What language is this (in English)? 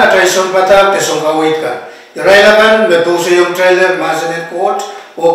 Pohnpeian